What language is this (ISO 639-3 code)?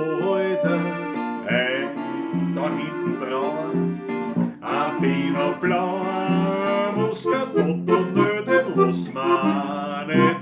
bar